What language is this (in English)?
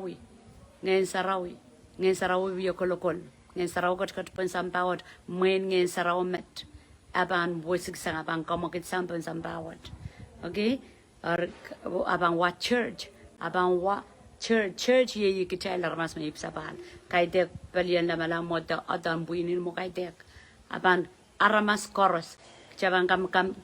Pohnpeian